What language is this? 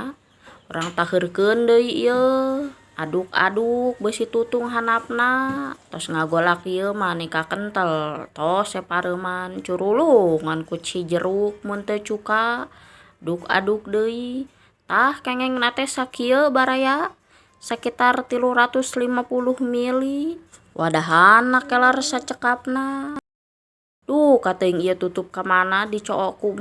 Sundanese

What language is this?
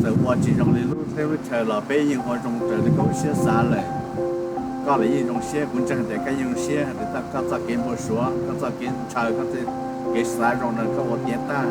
Hmong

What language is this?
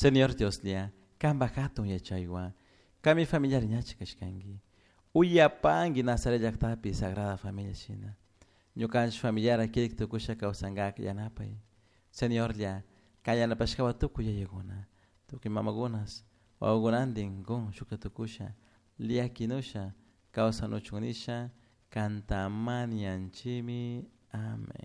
Chimborazo Highland Quichua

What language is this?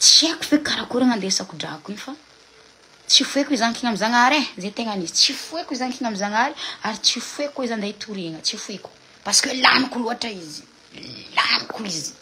Malagasy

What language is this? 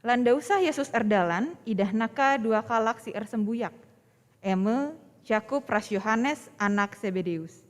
Batak Karo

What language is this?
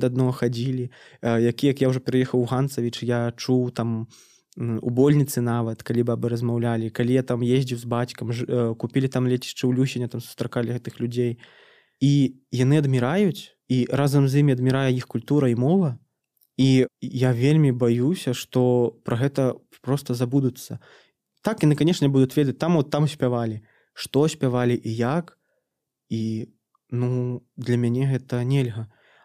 Belarusian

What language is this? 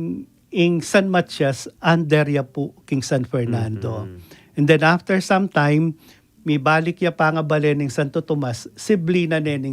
Pampanga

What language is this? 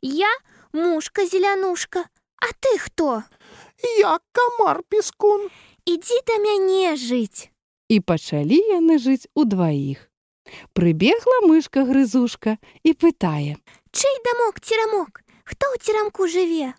Belarusian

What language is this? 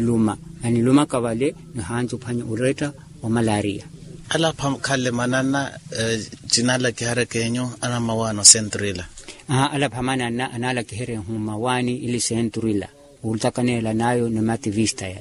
Makhuwa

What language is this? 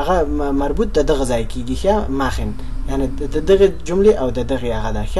Pashto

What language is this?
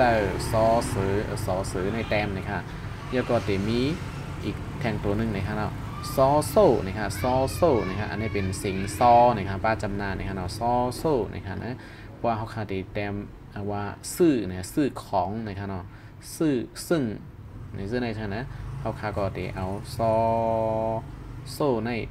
Shan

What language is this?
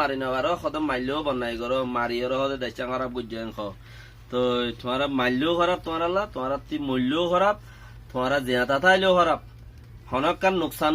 Rohingya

